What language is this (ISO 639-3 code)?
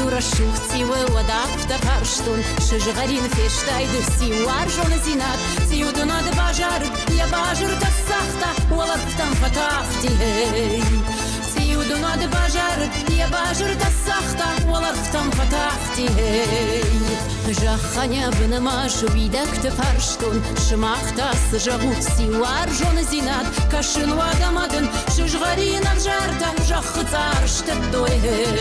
oss